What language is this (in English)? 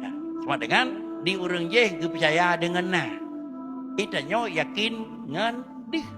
Achinese